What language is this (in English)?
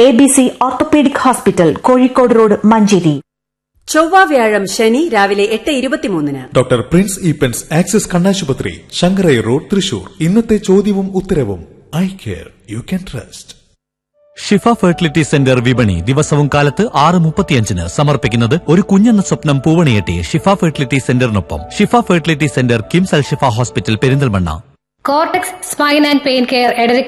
Malayalam